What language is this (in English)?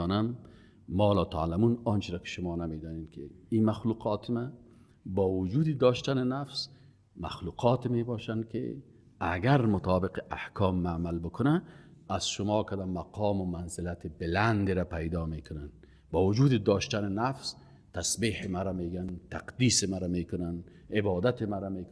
Persian